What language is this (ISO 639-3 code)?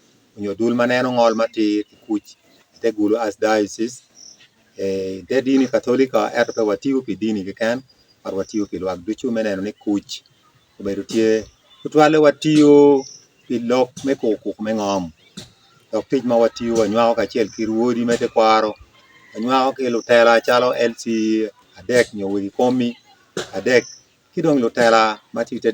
ach